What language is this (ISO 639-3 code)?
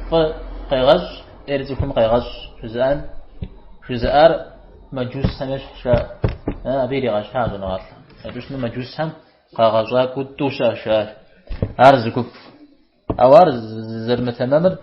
kbd